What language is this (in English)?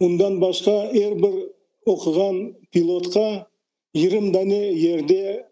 Crimean Tatar